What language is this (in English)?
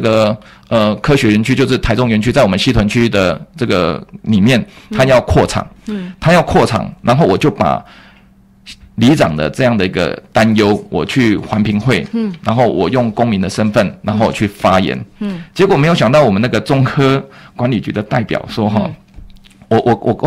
Chinese